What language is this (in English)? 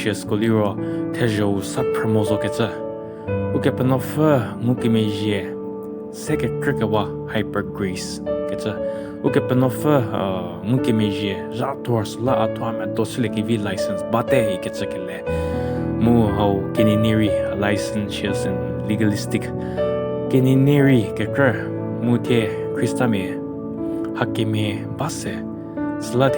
Angami Naga